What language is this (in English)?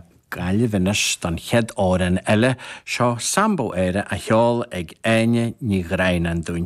Irish